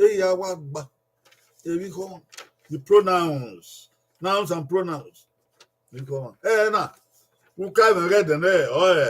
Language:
Bini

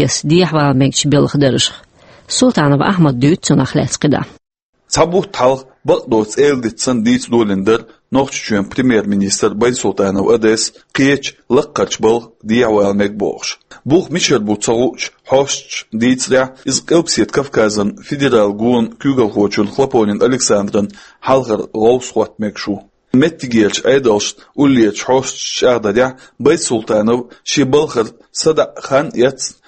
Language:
Chechen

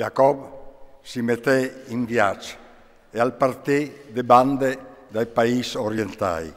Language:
Friulian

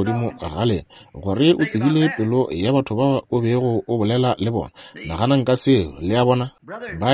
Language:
Northern Sotho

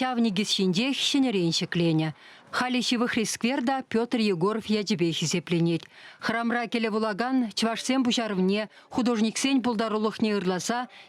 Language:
Chuvash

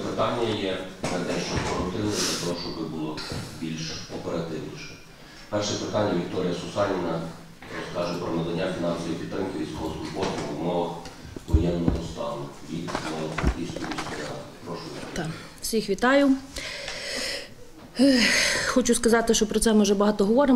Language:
Ukrainian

